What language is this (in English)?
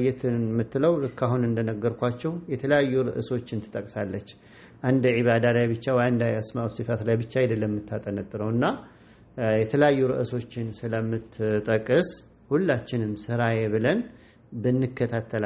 Amharic